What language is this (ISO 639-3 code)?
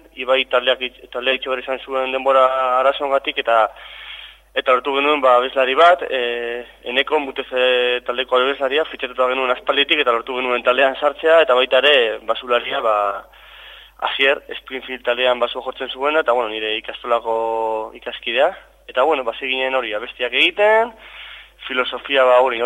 eus